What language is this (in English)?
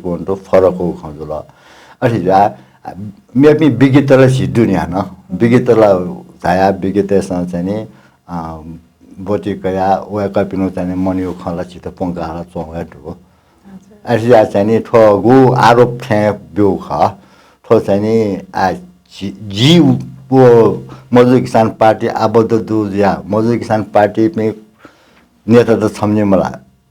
Newari